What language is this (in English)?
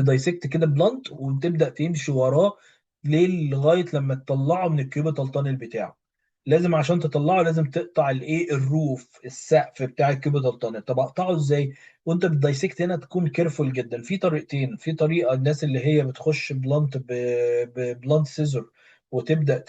Egyptian Arabic